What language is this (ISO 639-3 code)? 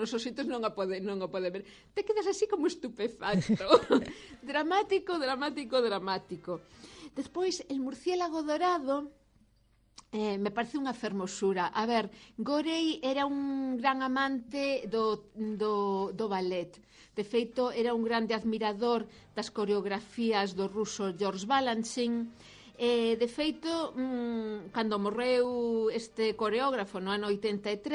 glg